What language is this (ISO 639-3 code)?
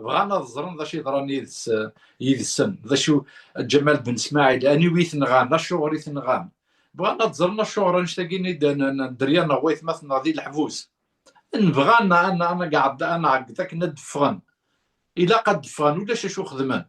kab